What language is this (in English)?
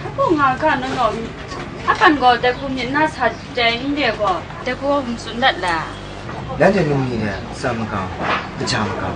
Kachin